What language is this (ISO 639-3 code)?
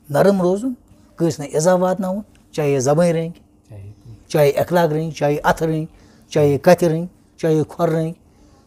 kas